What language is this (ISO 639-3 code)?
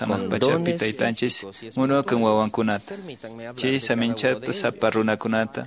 que